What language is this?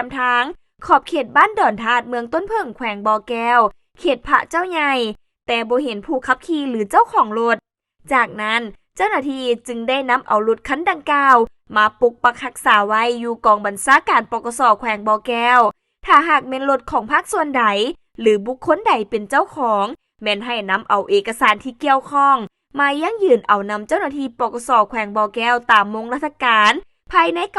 Lao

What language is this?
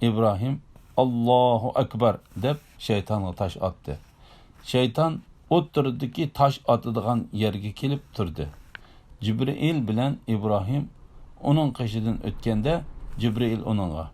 Uyghur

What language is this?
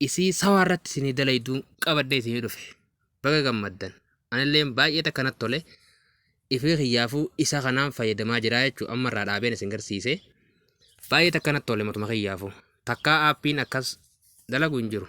Oromo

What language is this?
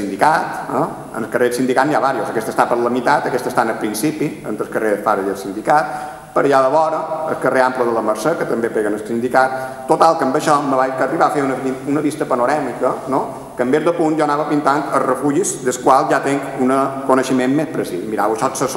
Catalan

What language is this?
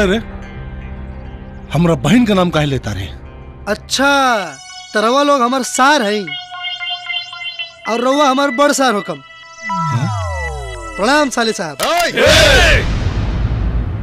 Bhojpuri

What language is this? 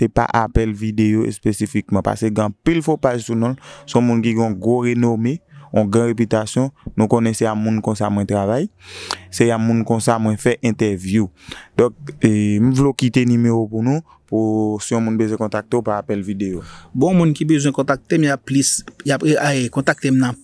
Haitian Creole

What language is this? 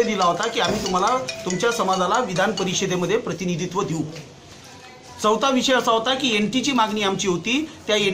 Marathi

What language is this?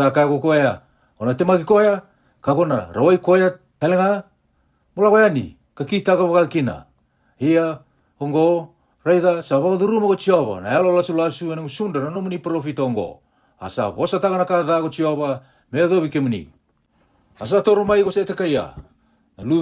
Fijian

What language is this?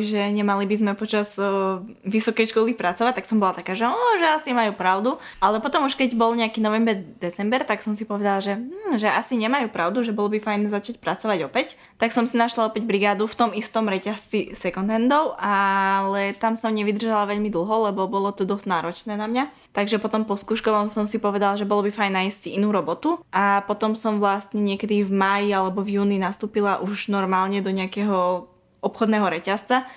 Slovak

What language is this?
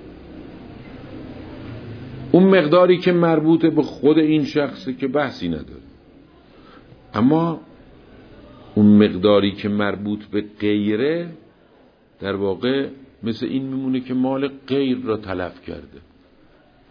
Persian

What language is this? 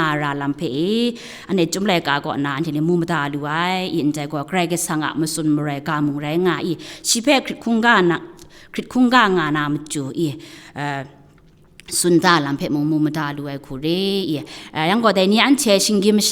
Kachin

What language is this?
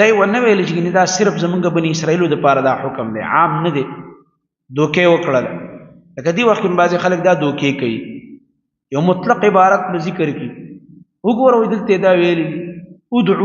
Pashto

